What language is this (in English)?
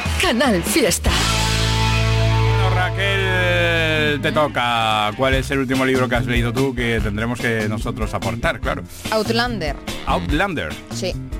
Spanish